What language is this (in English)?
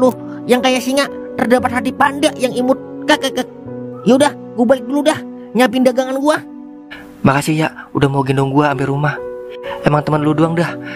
Betawi